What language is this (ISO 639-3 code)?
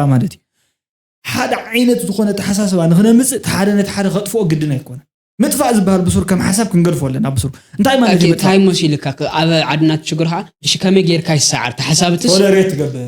tir